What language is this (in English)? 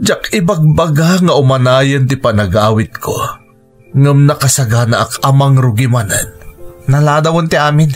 Iloko